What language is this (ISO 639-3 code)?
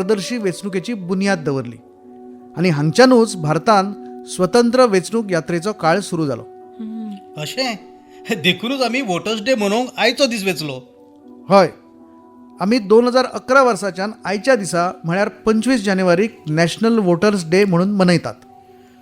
kok